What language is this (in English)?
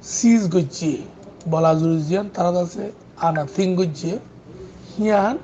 Rohingya